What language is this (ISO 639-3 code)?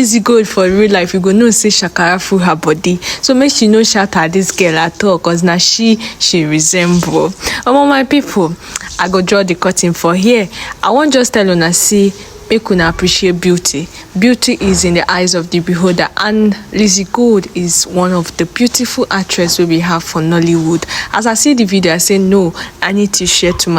pcm